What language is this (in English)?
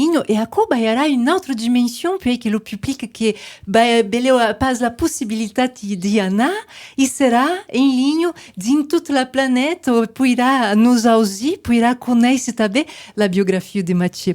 Occitan